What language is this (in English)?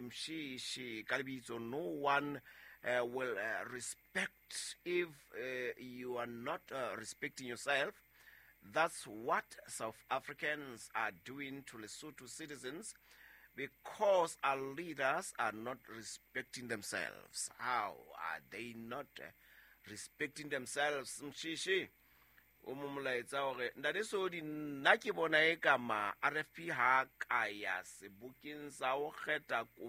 Southern Sotho